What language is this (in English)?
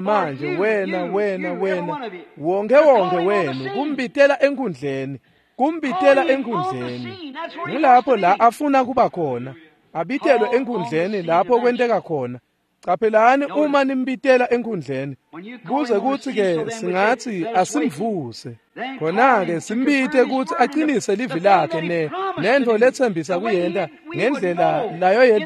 Swati